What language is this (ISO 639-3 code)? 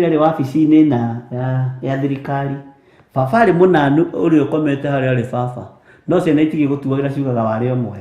kik